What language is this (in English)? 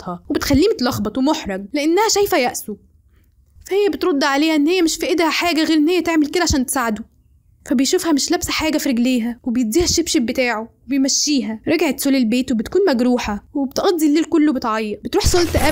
Egyptian Arabic